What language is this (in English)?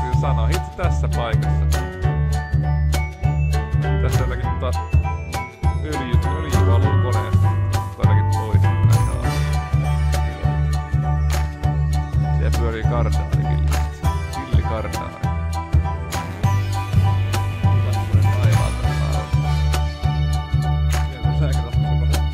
Finnish